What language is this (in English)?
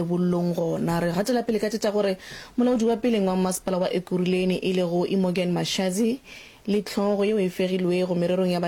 Northern Sotho